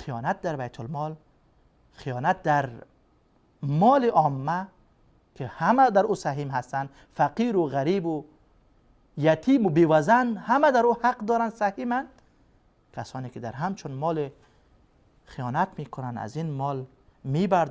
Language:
Persian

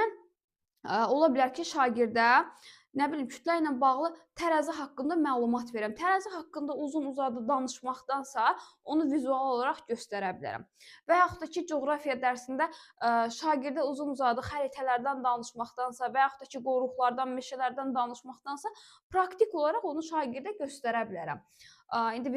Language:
Azerbaijani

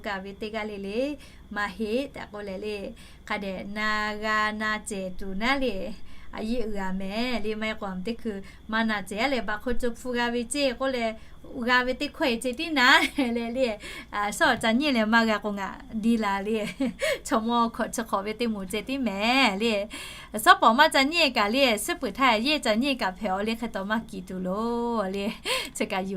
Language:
Lahu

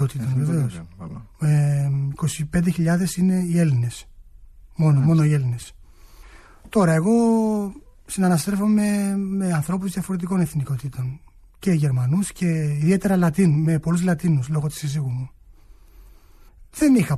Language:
Greek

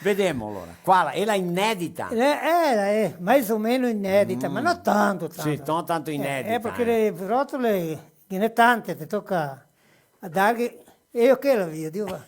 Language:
Venetian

